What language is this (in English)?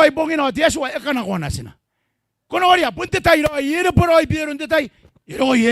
Gilbertese